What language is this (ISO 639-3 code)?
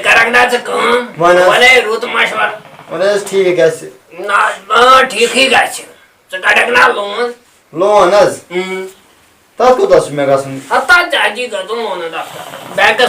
kas